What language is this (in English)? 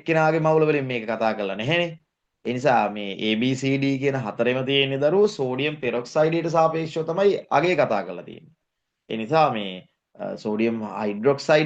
Sinhala